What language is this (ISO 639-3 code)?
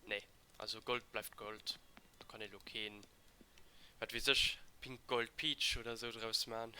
ltz